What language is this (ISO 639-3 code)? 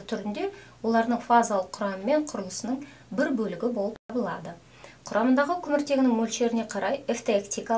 kaz